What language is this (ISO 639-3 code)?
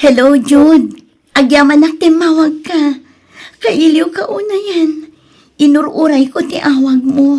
ilo